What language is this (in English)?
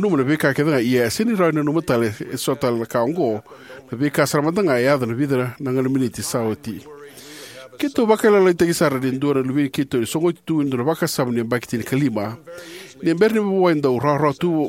Fijian